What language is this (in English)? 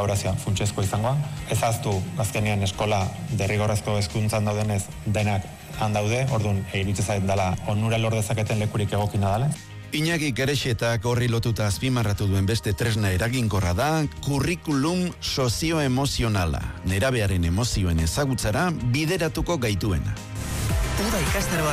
Basque